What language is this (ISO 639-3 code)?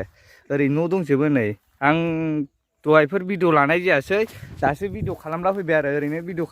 brx